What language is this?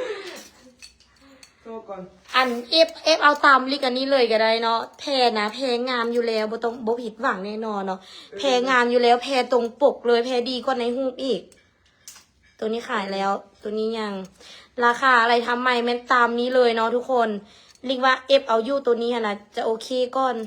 Lao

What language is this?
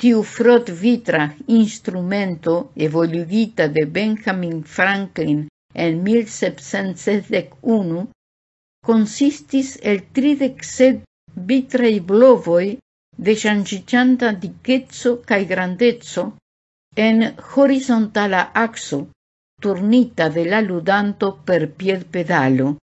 Esperanto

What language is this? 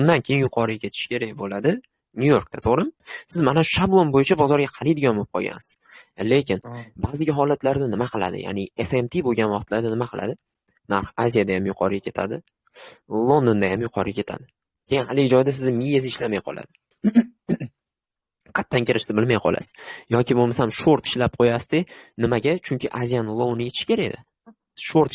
Uzbek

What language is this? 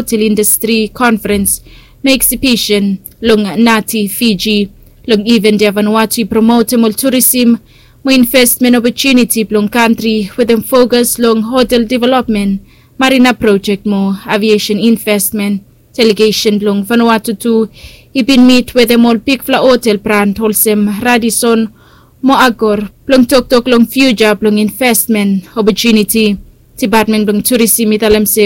Bislama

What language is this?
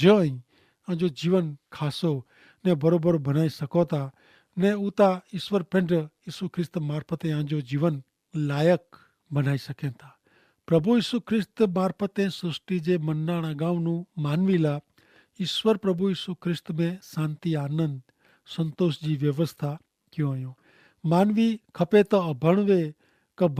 Kachhi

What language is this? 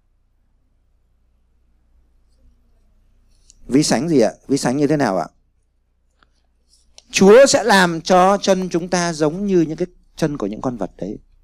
Vietnamese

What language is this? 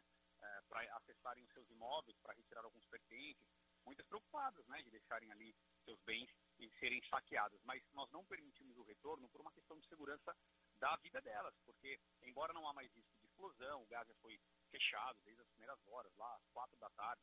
Portuguese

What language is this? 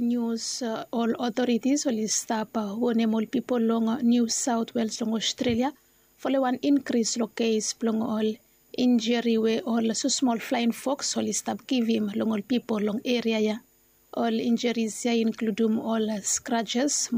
Bislama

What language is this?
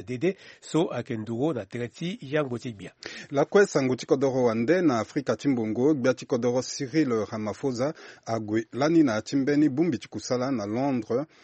Sango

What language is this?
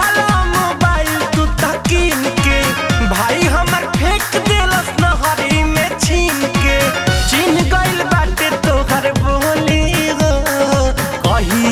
Bhojpuri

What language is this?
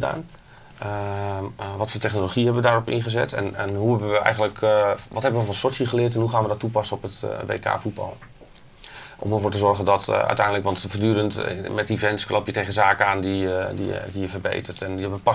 Dutch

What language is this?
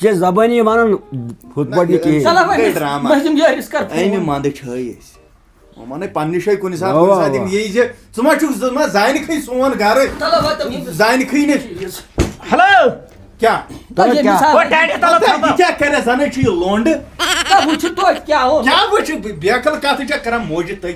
Kashmiri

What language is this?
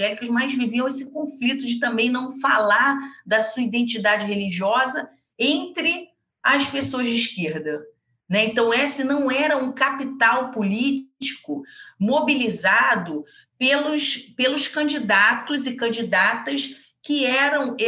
Portuguese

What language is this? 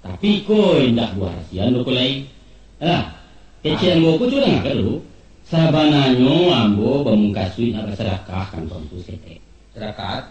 Minangkabau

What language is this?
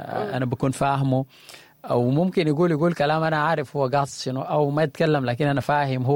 Sudanese Arabic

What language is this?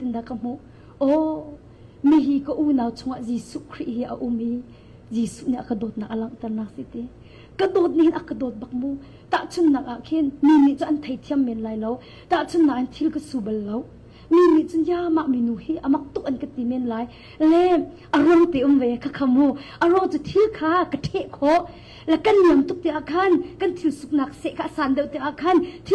Hakha Chin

